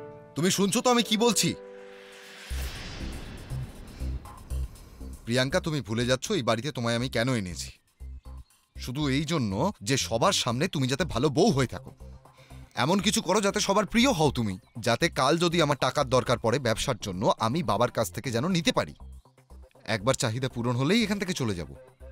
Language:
Bangla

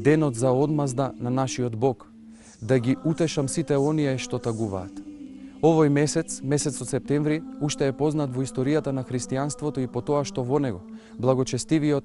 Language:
Macedonian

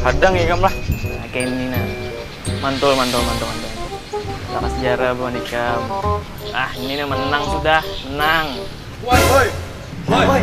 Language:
Banjar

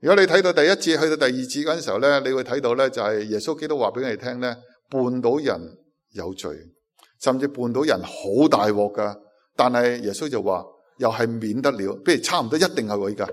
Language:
Cantonese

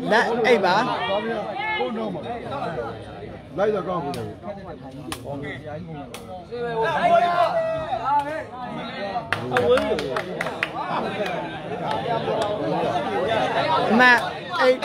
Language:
Burmese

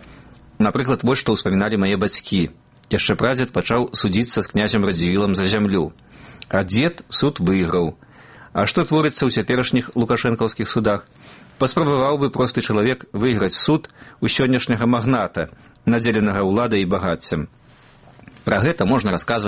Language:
Belarusian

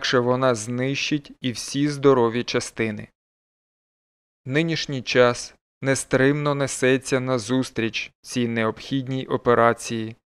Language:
Ukrainian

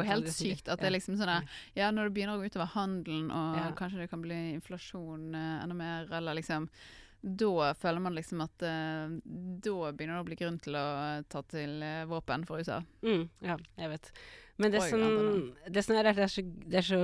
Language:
Norwegian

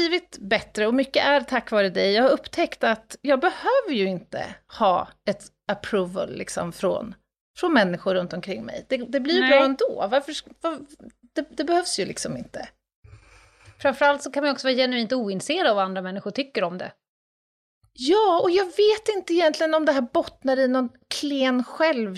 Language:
Swedish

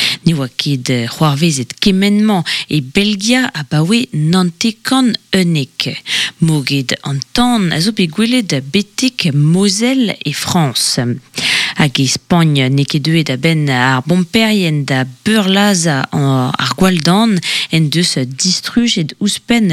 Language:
Breton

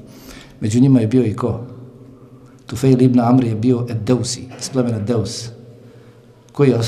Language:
Bosnian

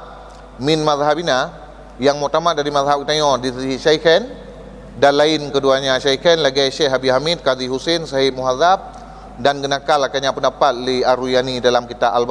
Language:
Achinese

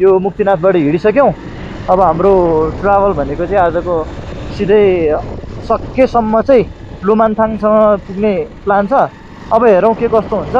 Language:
Nepali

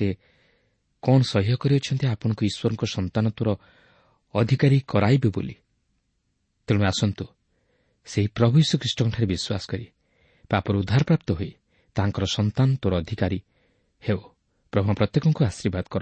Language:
Odia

